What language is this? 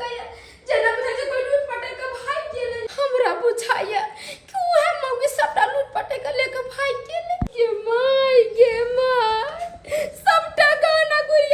Maithili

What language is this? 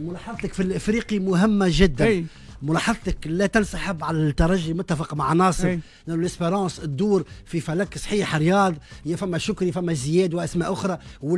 Tunisian Arabic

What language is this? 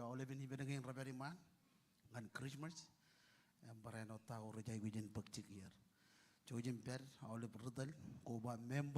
Marshallese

